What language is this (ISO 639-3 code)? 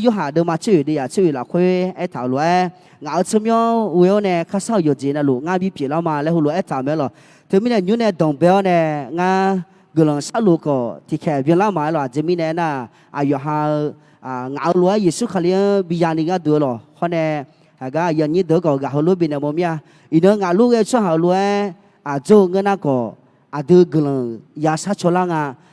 ahk